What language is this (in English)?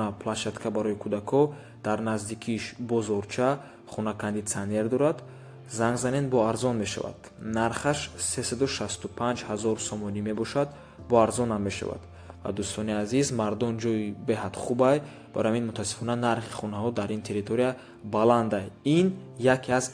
Tajik